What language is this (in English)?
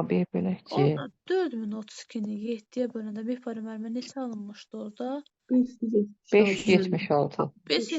Azerbaijani